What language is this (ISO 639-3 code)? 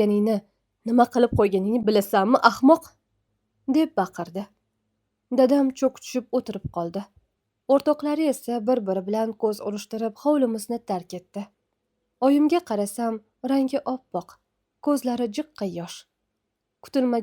uzb